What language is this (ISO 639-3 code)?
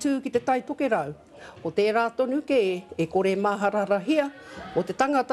mri